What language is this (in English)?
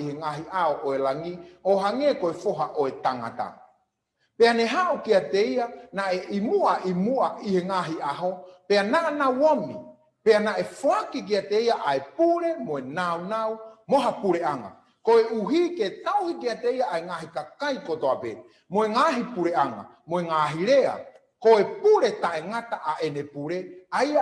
Tongan